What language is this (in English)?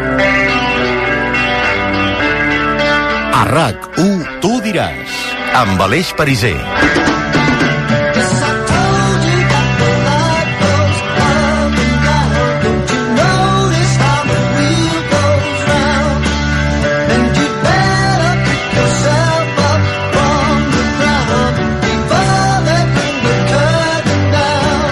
Catalan